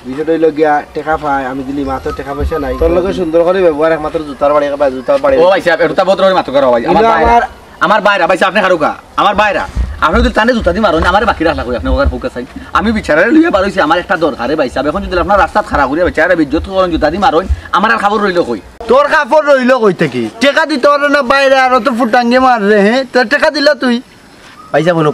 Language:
Sylheti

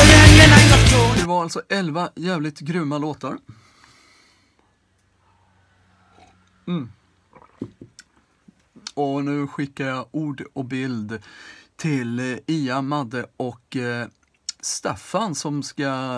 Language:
Swedish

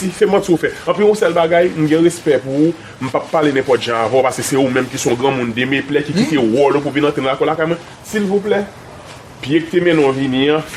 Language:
Haitian Creole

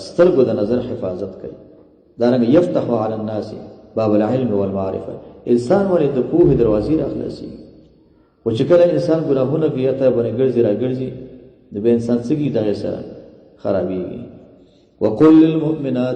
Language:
Pashto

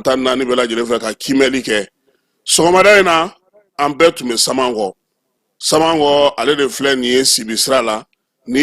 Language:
Bambara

